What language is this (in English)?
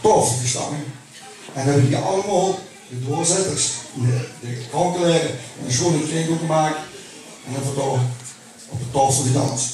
Limburgish